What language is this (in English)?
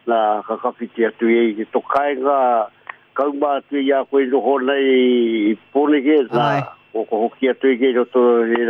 Māori